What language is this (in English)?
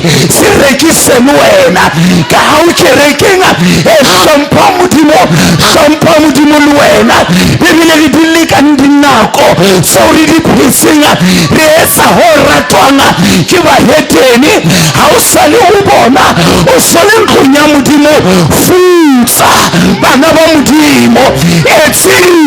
Southern Sotho